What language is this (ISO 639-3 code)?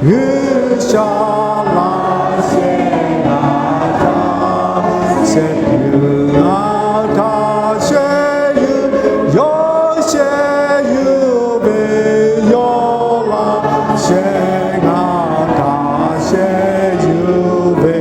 lhu